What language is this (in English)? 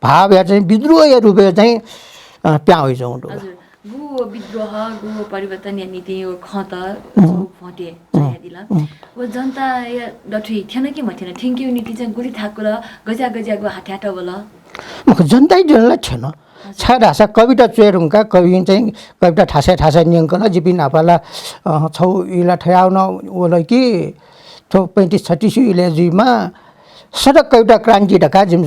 Newari